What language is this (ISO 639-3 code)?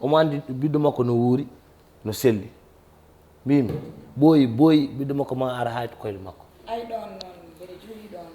ful